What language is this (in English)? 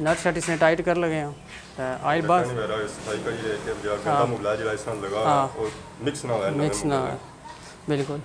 Pahari-Potwari